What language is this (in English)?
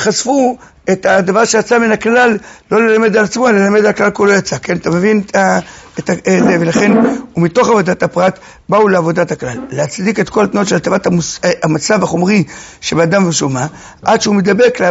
Hebrew